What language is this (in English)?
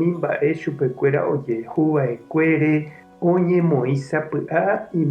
Guarani